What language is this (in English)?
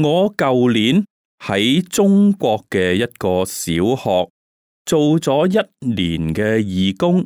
Cantonese